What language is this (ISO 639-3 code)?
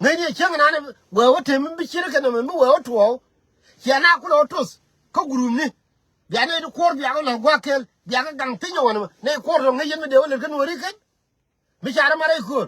nus